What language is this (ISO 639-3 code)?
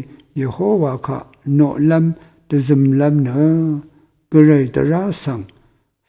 raw